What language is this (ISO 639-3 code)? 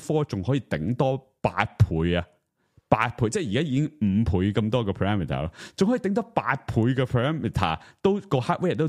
yue